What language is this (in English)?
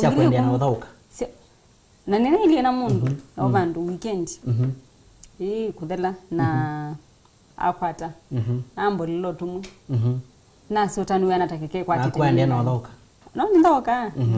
Kamba